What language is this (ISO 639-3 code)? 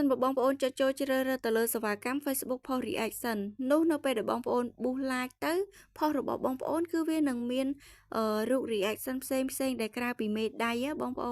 khm